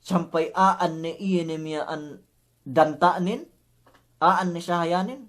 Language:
Yakan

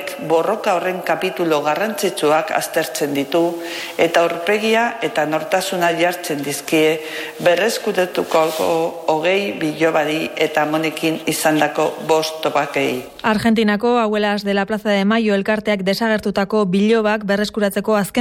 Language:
Basque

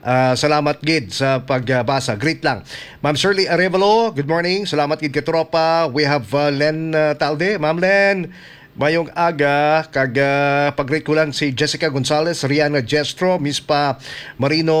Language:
Hiligaynon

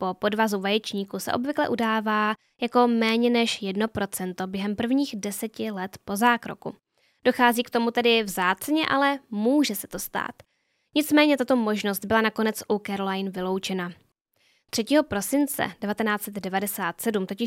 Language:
Czech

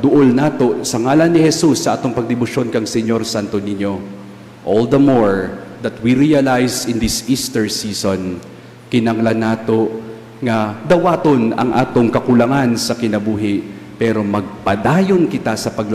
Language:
Cebuano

